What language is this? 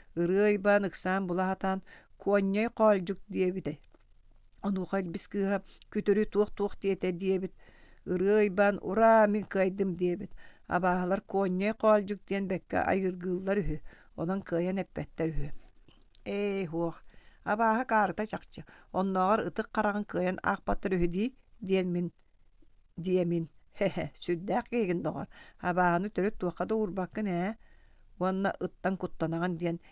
Yakut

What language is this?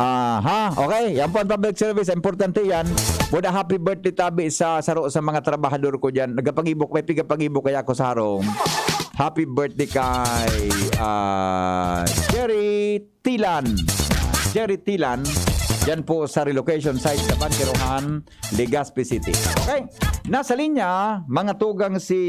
Bikol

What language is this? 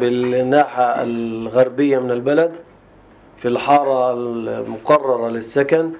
North Levantine Arabic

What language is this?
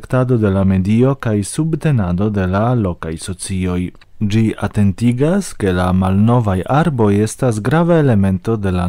Esperanto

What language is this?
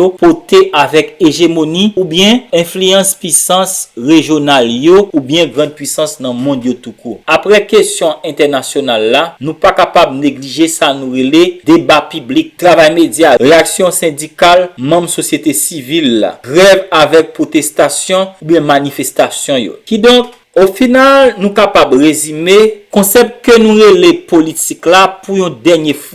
Haitian Creole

